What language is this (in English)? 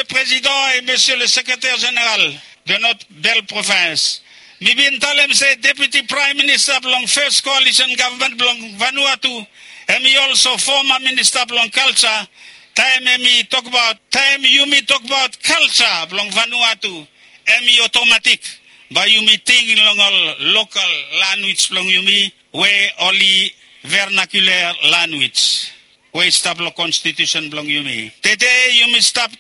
Bislama